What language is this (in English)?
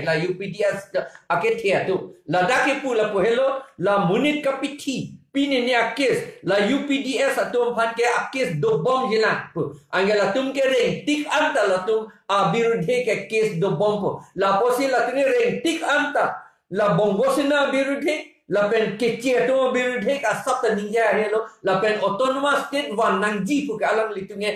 Karbi